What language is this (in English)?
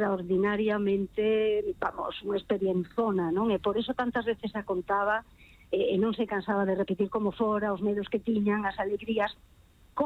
Galician